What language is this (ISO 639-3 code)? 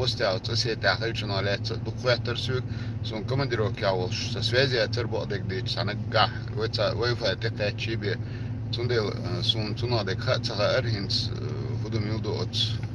che